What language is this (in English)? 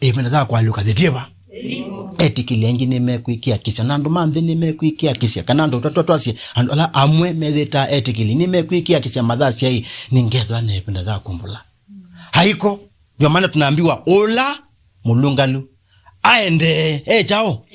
Kamba